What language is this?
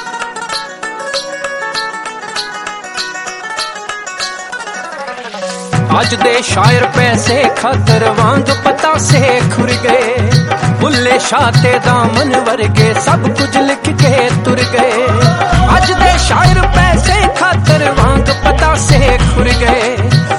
Punjabi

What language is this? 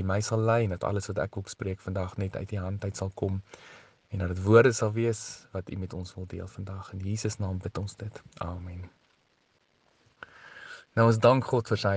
Afrikaans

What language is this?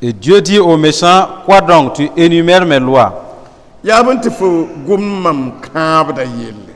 Mossi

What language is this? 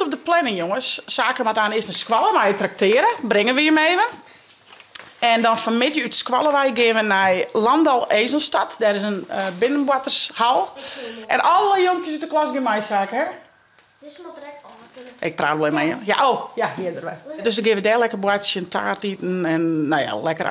Western Frisian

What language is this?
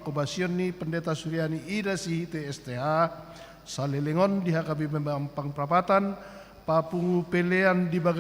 Batak Toba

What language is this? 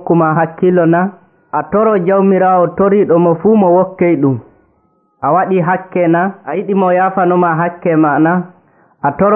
Nigerian Fulfulde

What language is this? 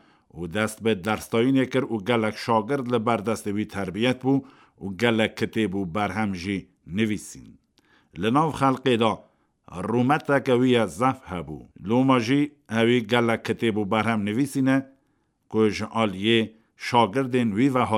Kurdish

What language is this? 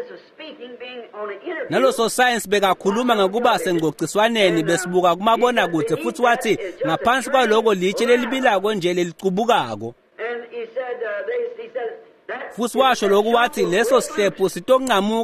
Swati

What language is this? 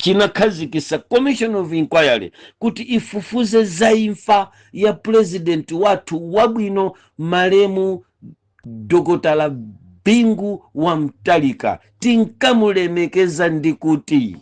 Nyanja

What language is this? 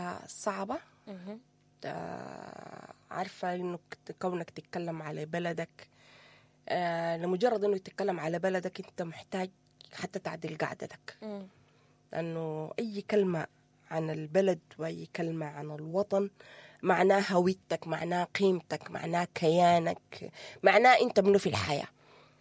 Sudanese Arabic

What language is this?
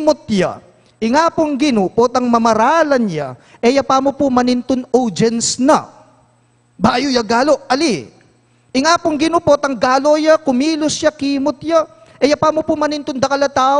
Pampanga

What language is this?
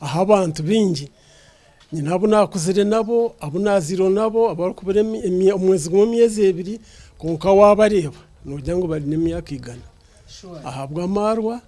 Nyankole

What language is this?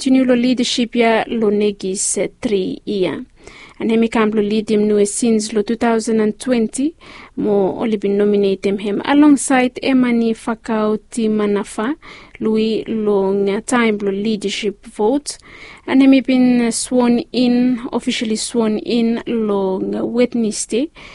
Bislama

